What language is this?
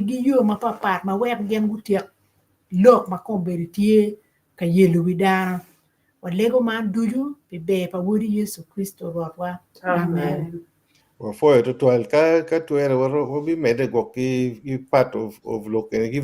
Acoli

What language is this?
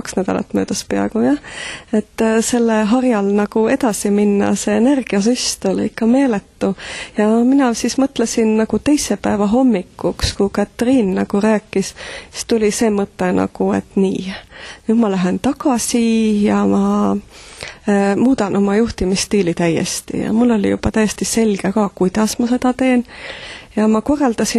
Estonian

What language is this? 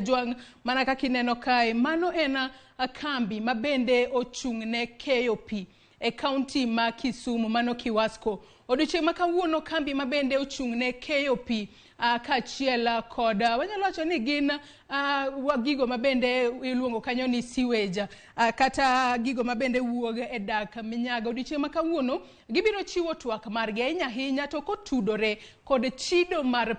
Luo (Kenya and Tanzania)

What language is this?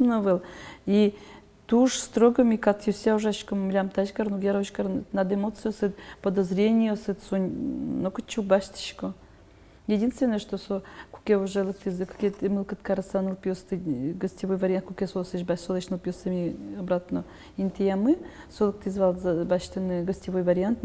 Udmurt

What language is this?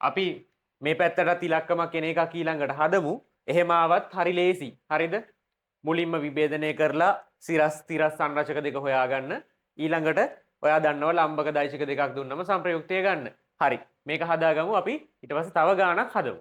Sinhala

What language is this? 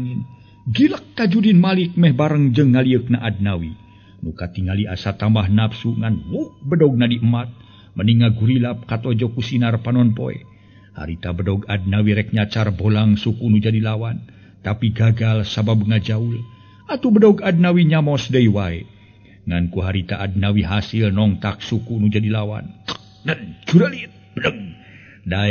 Sundanese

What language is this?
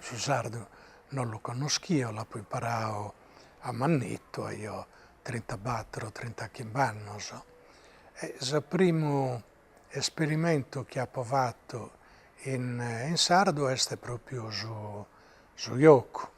Sardinian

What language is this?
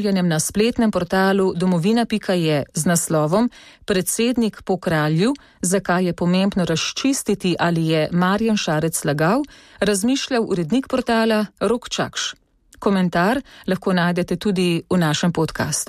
Slovenian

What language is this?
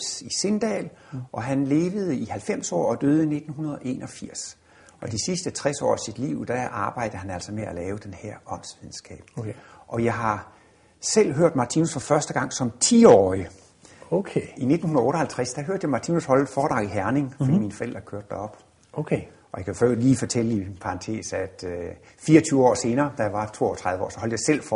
Danish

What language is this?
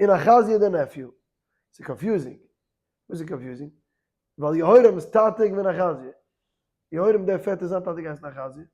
Yiddish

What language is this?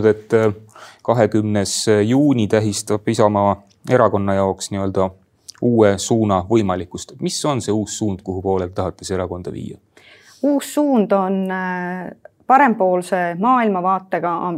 Estonian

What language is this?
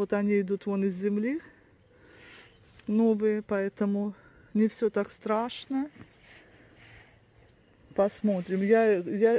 Russian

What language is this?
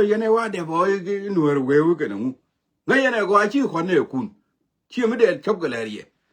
Nuer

